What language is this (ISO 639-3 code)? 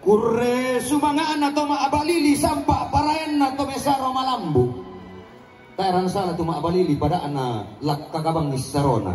sda